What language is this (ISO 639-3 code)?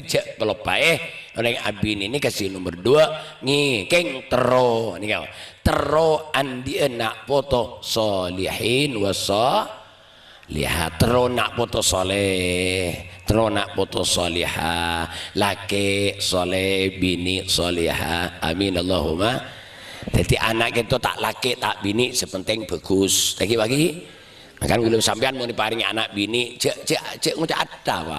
mad